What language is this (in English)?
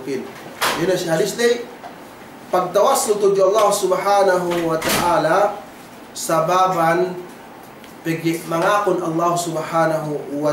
Yakan